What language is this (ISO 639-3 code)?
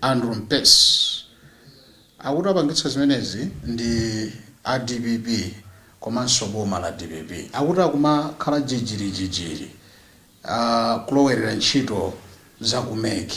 nya